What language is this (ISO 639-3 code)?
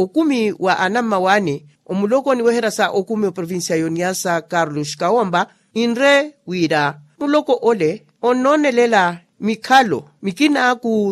vmw